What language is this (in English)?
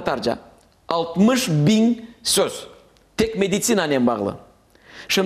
Crimean Tatar